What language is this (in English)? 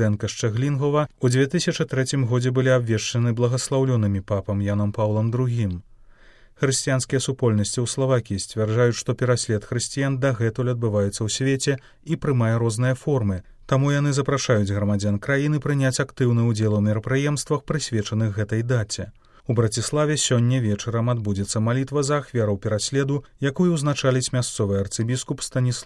Belarusian